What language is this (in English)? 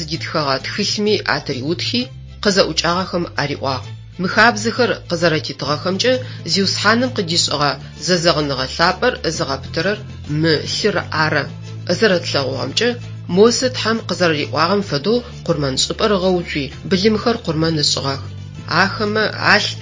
Adyghe